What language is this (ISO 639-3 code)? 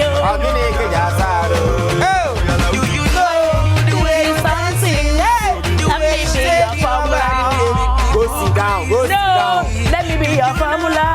pcm